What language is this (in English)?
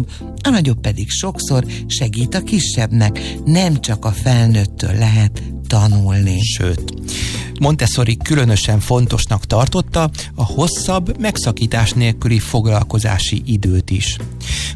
Hungarian